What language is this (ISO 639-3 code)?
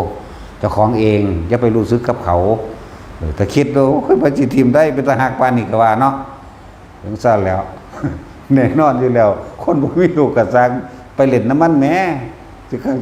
tts